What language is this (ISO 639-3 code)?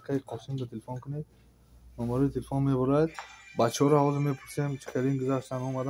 tgk